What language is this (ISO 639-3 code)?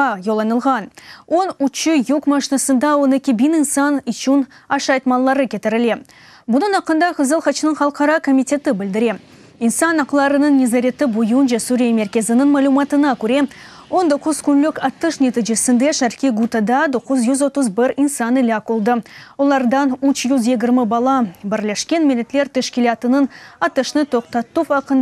crh